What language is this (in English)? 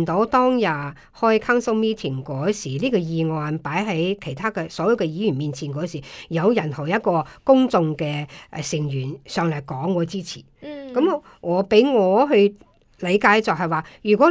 Cantonese